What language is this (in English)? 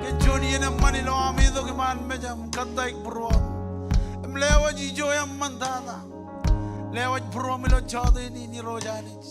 Marshallese